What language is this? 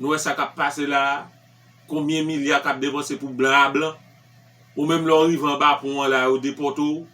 Haitian Creole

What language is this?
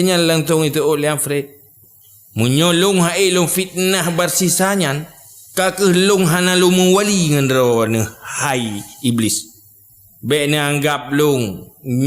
Achinese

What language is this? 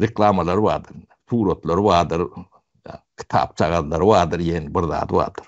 Turkmen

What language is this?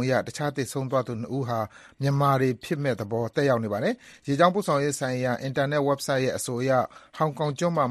Burmese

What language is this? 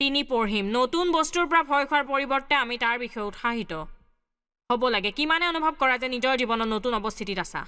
Assamese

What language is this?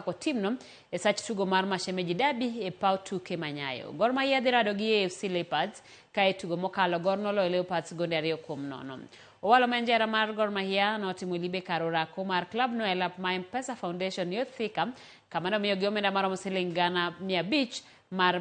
Luo (Kenya and Tanzania)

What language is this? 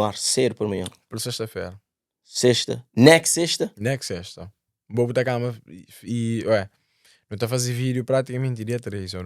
Kabuverdianu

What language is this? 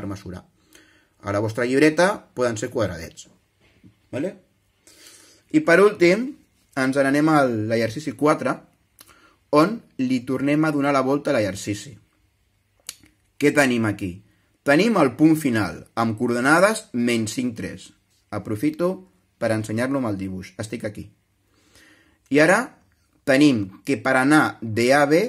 Catalan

